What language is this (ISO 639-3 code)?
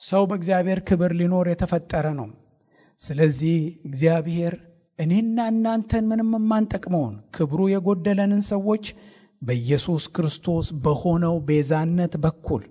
amh